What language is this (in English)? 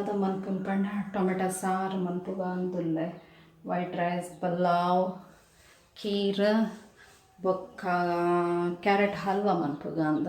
Tulu